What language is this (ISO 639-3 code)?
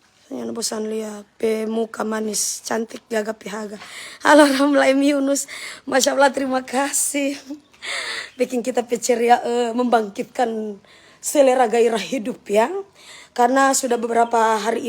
xmm